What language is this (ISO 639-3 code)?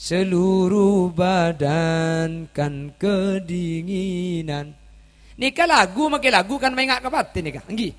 mad